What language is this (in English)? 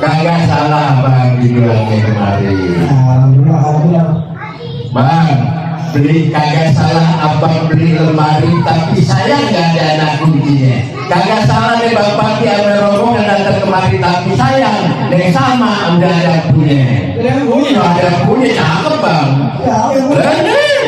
Betawi